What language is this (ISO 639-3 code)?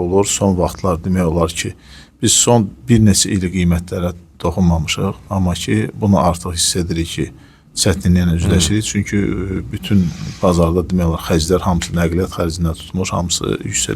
aze